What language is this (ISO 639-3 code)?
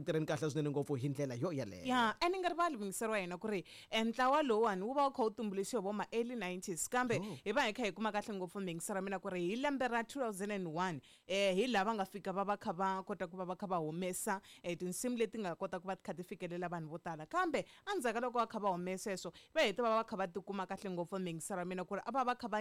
tso